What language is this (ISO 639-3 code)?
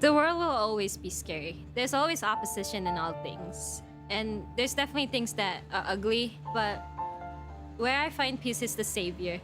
tah